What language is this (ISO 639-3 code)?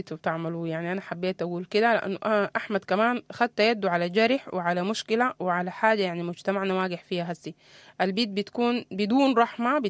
apd